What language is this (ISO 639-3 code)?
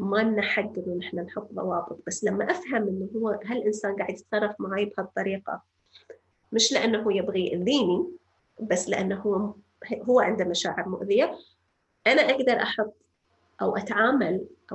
apc